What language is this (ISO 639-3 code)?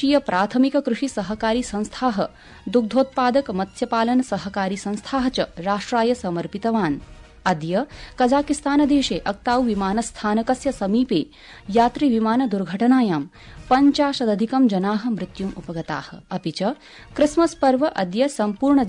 san